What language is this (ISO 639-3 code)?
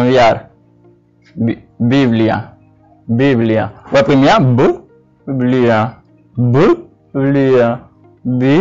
hat